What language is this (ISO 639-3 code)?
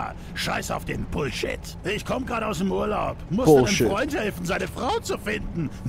gsw